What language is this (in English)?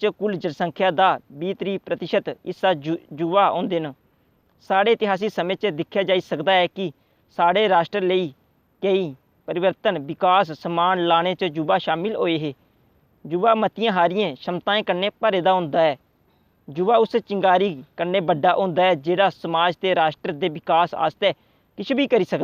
Dogri